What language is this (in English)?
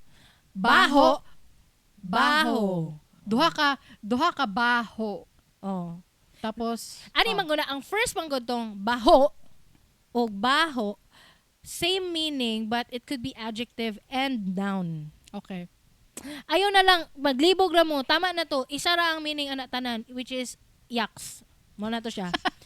Cebuano